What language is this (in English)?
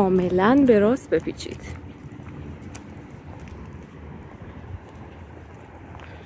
Persian